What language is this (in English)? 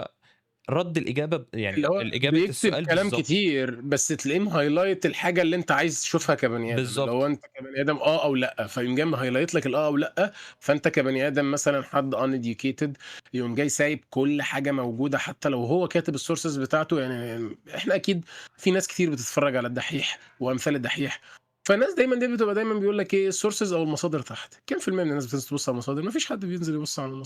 Egyptian Arabic